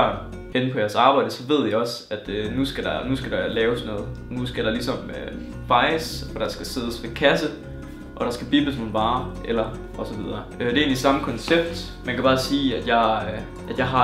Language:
Danish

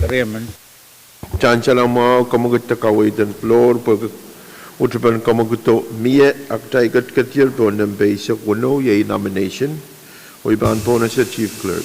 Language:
Pohnpeian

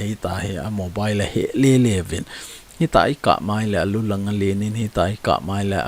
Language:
Thado Chin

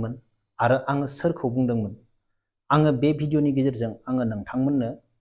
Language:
Bodo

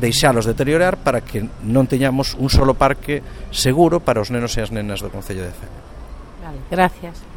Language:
Galician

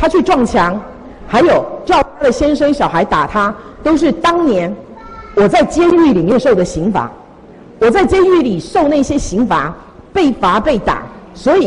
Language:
Chinese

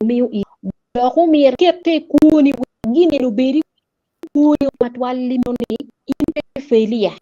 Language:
Acoli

